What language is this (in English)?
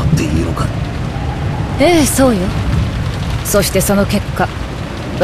Japanese